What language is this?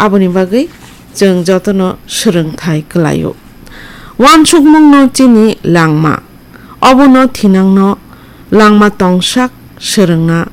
Kok Borok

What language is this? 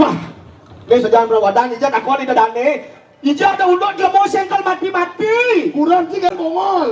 Balinese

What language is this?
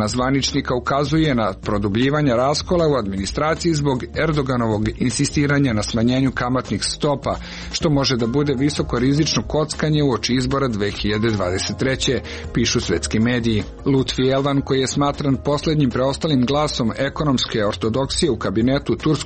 Serbian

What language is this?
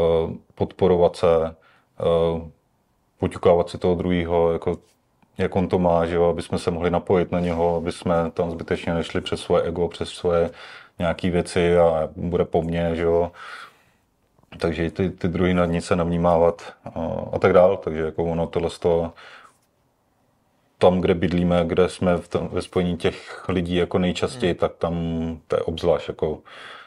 Czech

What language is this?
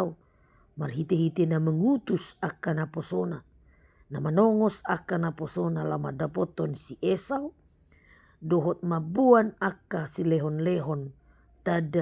Batak Toba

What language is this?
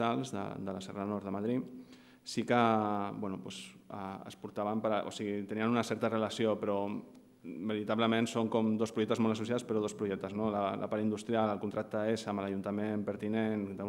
Catalan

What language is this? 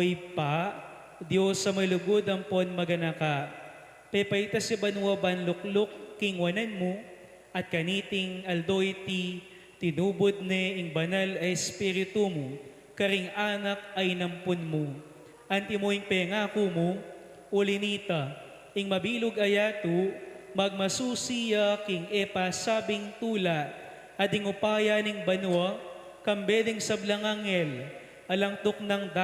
Pampanga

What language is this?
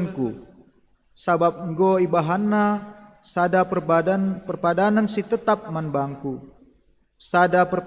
Batak Karo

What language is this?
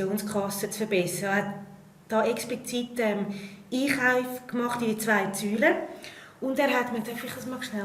Romansh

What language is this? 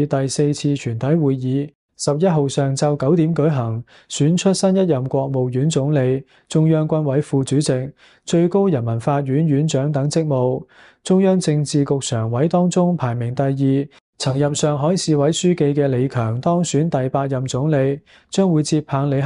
Cantonese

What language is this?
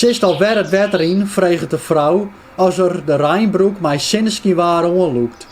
Western Frisian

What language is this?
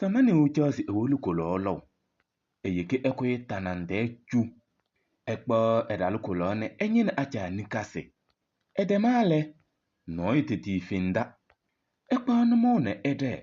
Kabiyè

